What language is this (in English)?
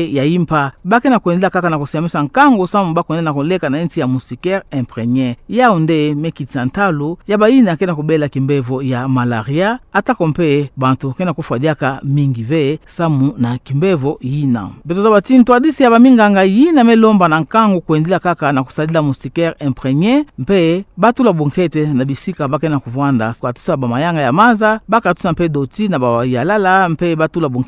Kituba (Democratic Republic of Congo)